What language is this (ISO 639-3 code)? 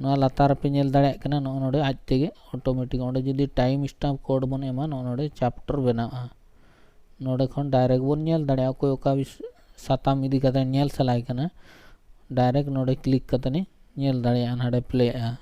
sat